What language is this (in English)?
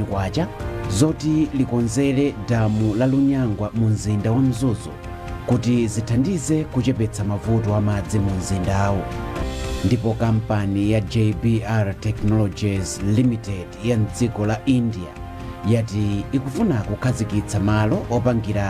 Nyanja